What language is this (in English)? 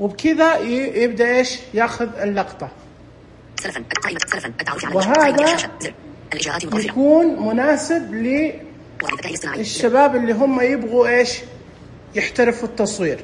Najdi Arabic